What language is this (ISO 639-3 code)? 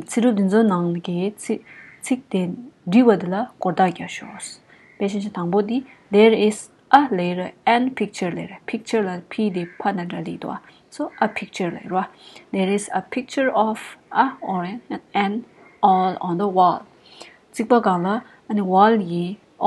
bod